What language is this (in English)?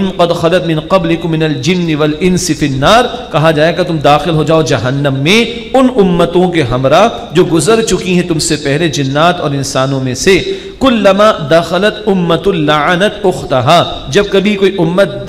Urdu